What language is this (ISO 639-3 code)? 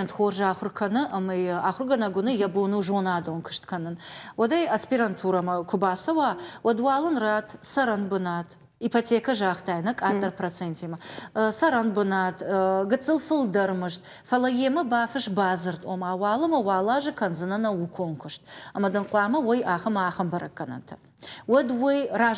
oss